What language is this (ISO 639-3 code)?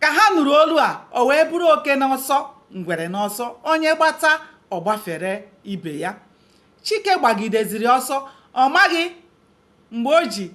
ibo